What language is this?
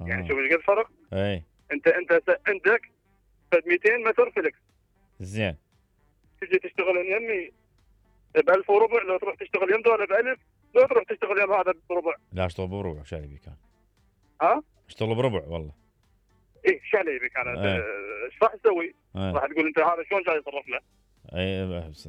Mesopotamian Arabic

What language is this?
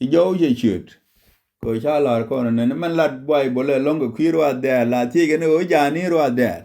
Nuer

